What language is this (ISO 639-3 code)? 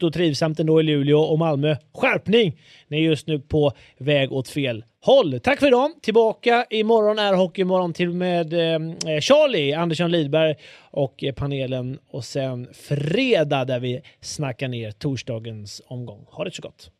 swe